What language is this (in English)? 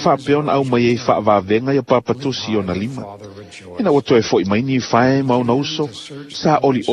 Samoan